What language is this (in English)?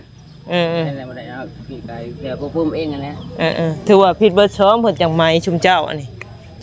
Northeastern Thai